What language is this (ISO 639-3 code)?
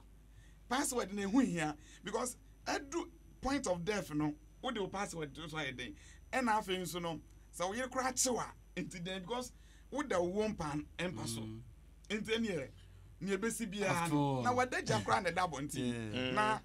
aka